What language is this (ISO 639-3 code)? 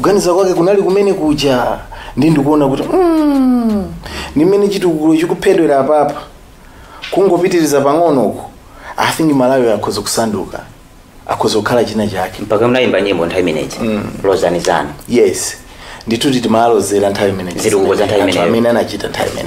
nya